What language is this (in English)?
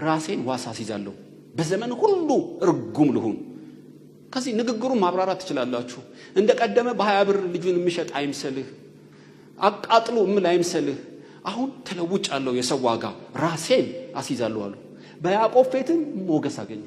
Amharic